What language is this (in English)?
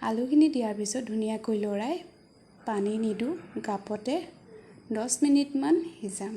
Assamese